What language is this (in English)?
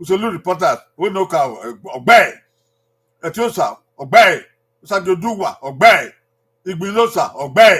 Bini